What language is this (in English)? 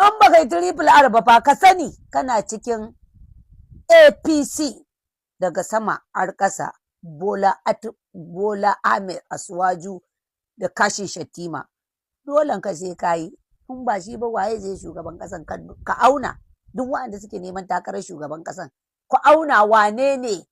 Hausa